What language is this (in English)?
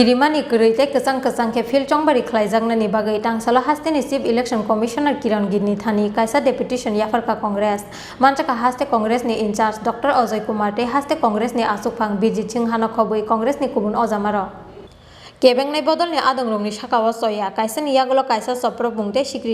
Kok Borok